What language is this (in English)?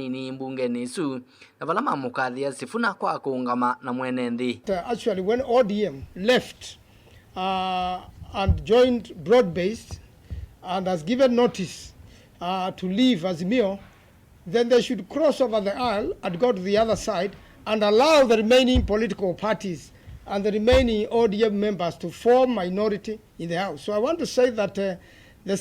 Kamba